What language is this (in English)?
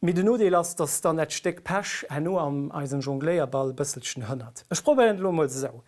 Luxembourgish